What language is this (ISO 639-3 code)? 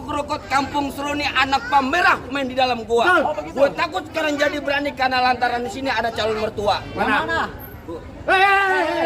bew